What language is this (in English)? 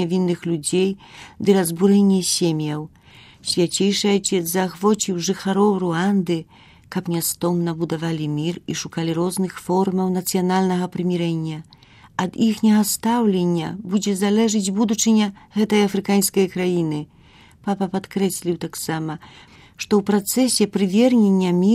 Belarusian